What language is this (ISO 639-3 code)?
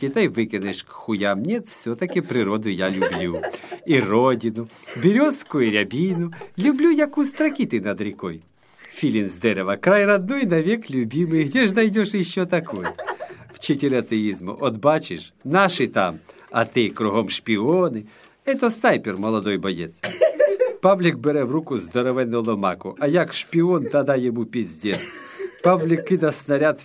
ukr